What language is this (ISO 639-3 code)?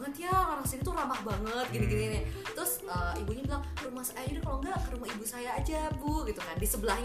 ind